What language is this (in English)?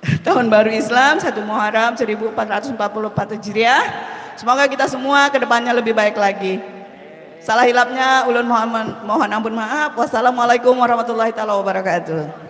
Banjar